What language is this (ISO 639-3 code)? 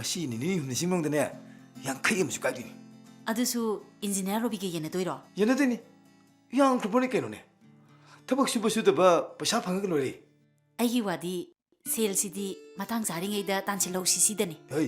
mni